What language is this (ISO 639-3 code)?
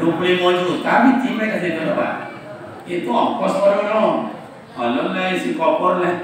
min